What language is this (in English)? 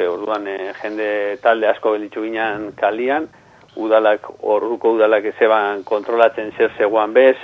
Basque